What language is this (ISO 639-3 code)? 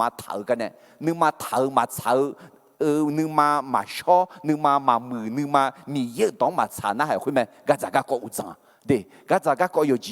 ahk